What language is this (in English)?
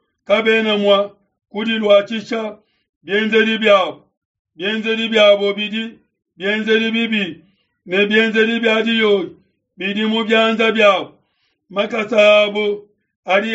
Luba-Lulua